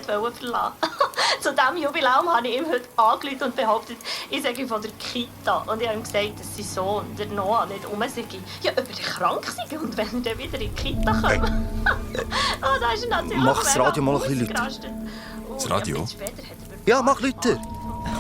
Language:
Swiss German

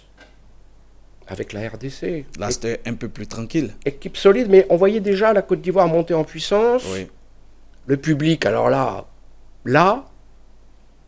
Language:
French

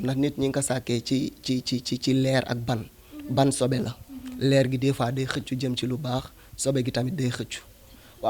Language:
Wolof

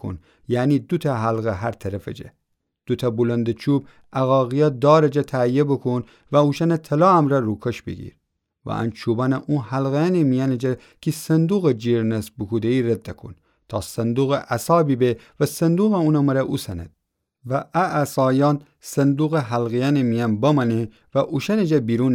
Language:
Gilaki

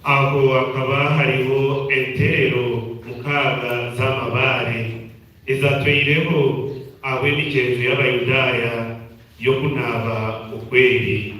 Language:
Nyankole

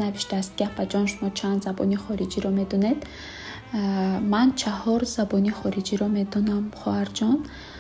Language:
Tajik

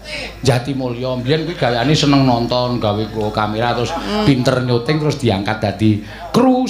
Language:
Javanese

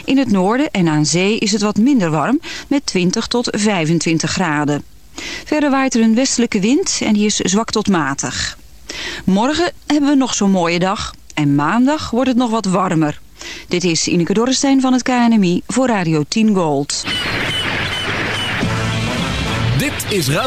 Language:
Dutch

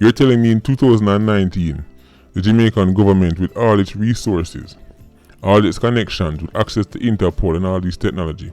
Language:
Jamaican Creole English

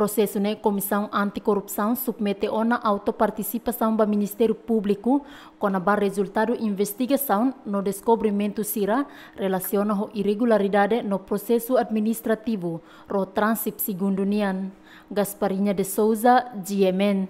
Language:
Tetum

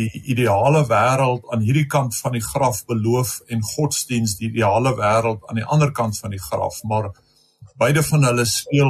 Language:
Afrikaans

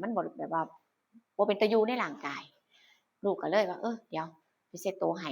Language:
Northeastern Thai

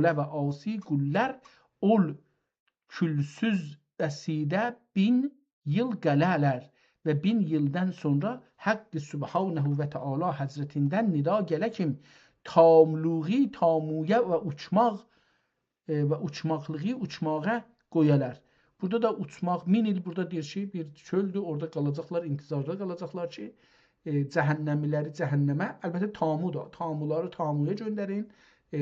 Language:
South Azerbaijani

